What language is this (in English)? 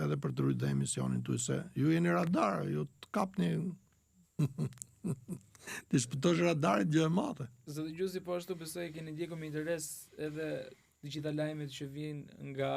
Albanian